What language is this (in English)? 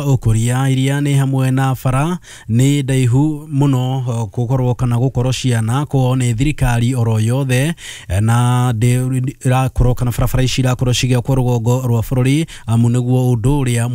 Kikuyu